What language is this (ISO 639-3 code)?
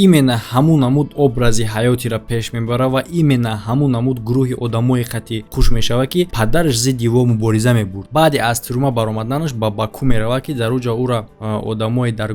tgk